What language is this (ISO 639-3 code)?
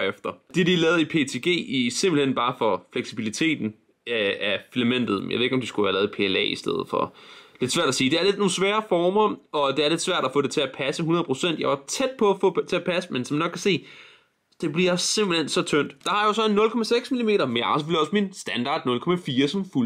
dan